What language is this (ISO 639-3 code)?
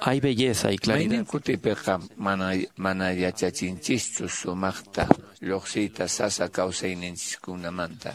que